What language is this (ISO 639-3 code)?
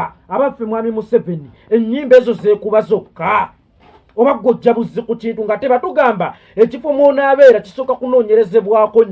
lug